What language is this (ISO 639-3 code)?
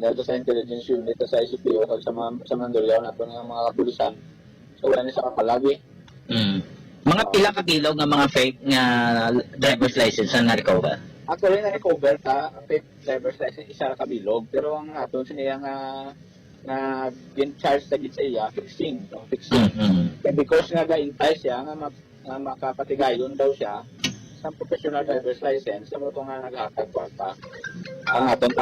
hil